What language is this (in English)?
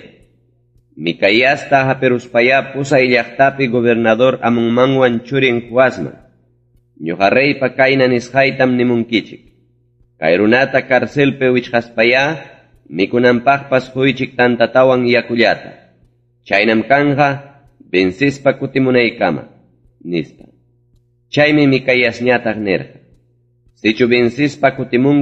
Ayacucho Quechua